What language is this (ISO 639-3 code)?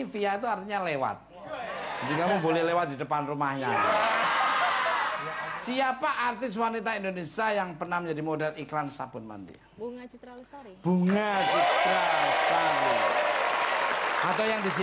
ind